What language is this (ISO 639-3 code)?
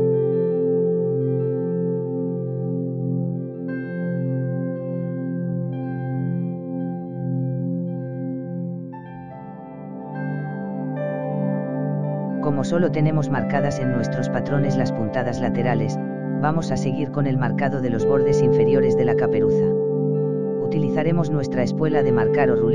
spa